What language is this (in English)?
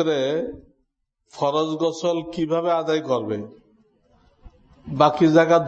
Bangla